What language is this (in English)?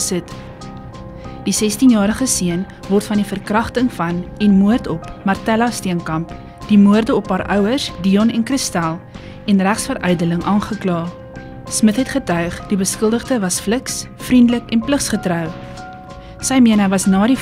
Afrikaans